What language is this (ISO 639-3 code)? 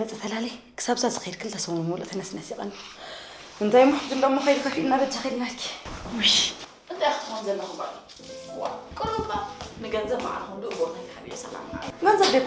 tir